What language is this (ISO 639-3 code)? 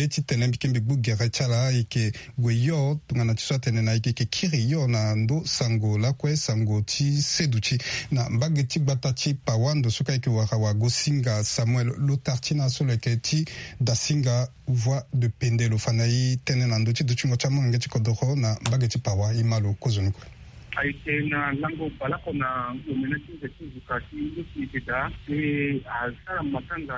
sag